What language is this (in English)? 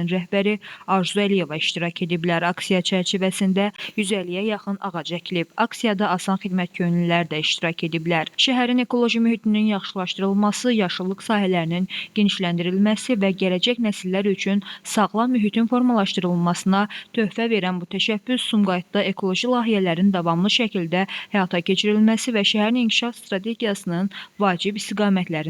Azerbaijani